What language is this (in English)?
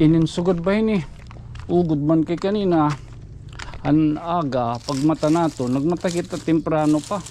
Waray